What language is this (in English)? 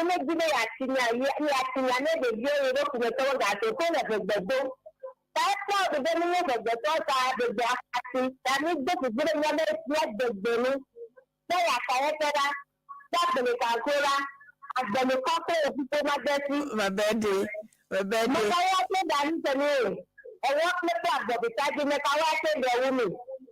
Ewe